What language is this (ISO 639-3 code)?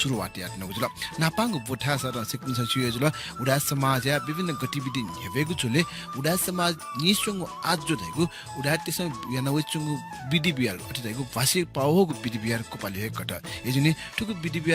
new